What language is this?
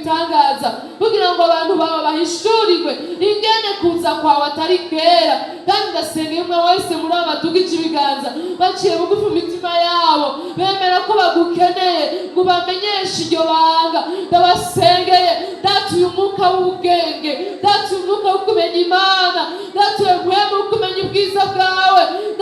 Rundi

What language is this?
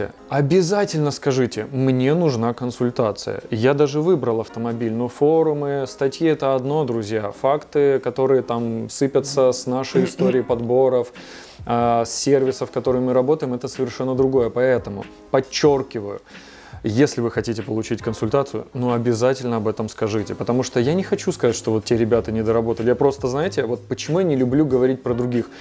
Russian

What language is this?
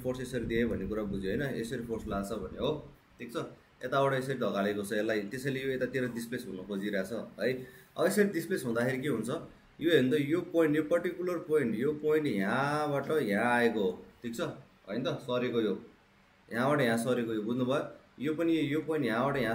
Nepali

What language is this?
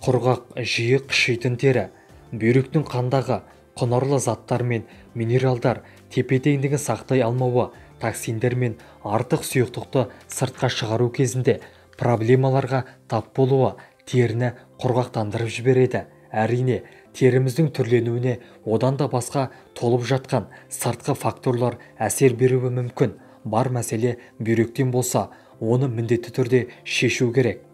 Kazakh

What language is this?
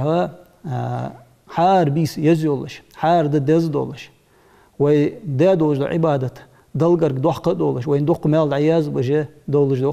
Ingush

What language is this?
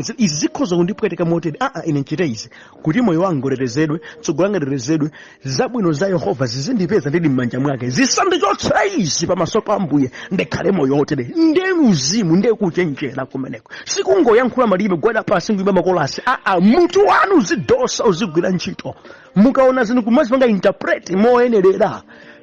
Nyanja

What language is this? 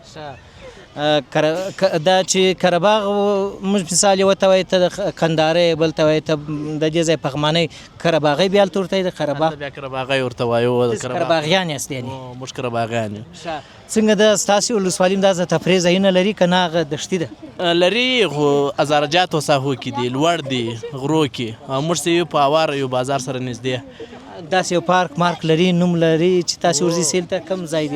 Pashto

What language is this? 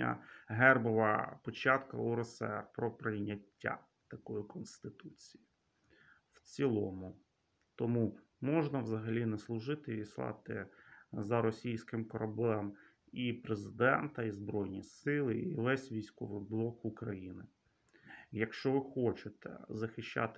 Ukrainian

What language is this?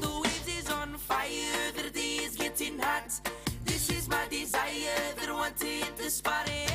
Māori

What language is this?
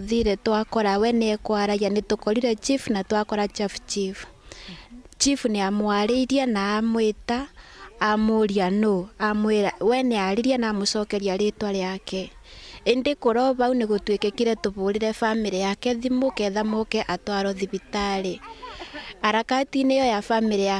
Meru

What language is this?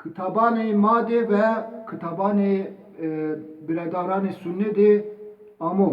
Zaza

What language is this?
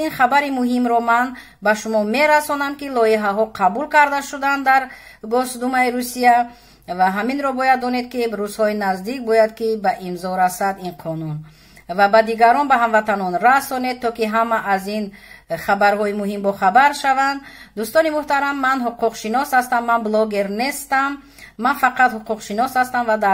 Tajik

